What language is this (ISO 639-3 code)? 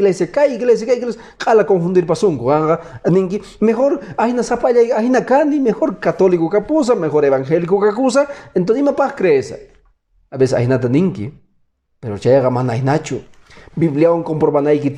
que